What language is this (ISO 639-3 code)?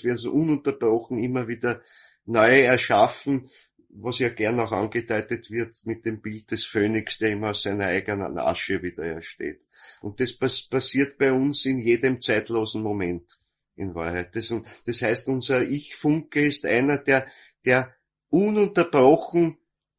deu